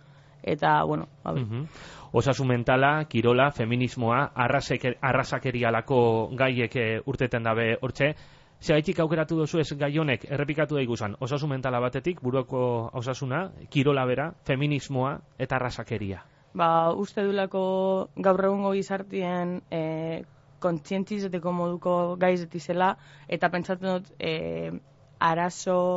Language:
Basque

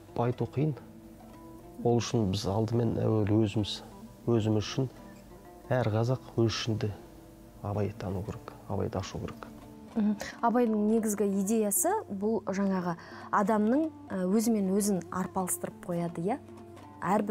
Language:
Kazakh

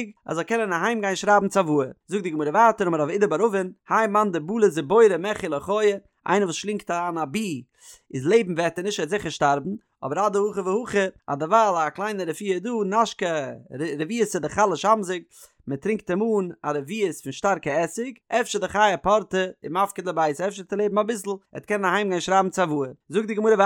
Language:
Yiddish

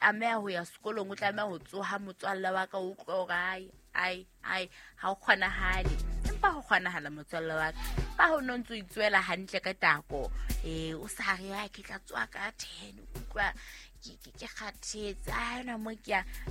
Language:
Southern Sotho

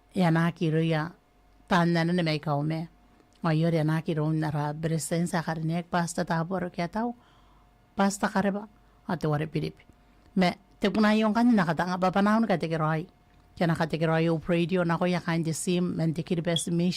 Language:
Gilbertese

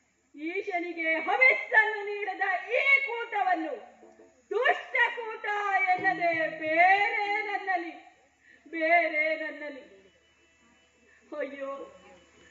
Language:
Kannada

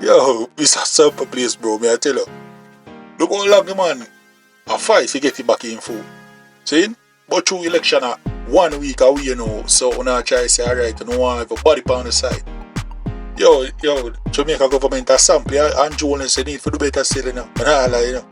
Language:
Jamaican Creole English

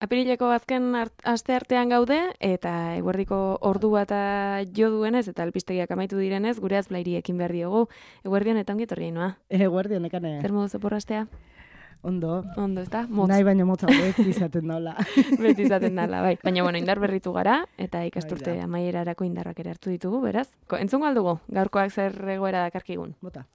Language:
Basque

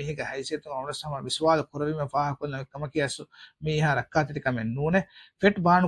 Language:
Divehi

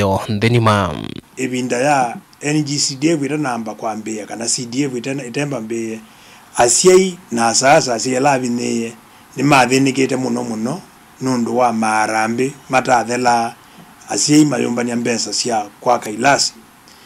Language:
Kamba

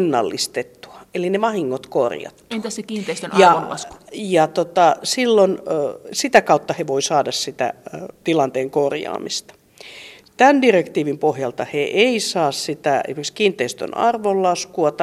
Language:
Finnish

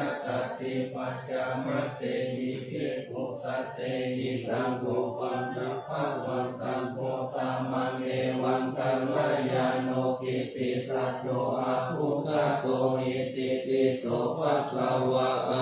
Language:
Pali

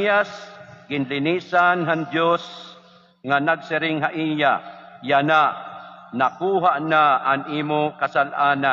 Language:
Waray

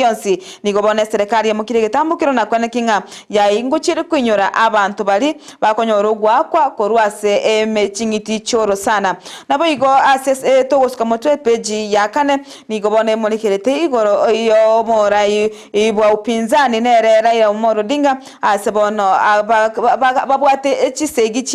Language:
Gusii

